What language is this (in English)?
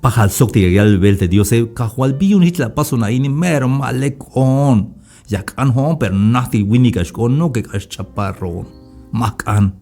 Tzeltal